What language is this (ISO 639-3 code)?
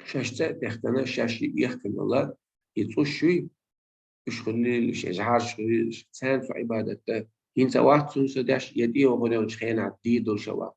che